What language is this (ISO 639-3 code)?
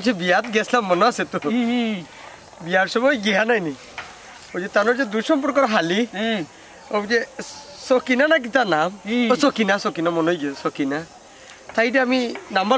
syl